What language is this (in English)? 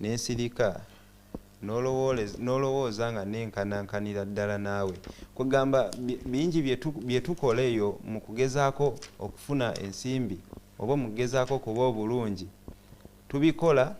Ganda